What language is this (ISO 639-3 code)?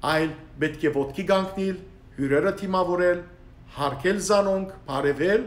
hyw